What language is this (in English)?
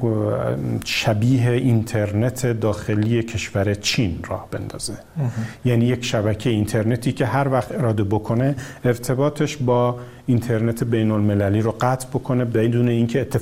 Persian